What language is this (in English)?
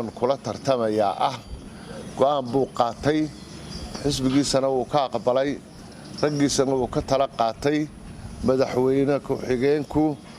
Somali